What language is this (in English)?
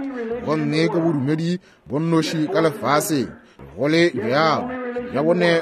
Northern Sotho